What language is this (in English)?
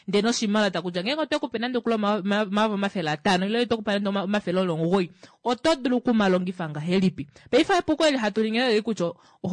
Kuanyama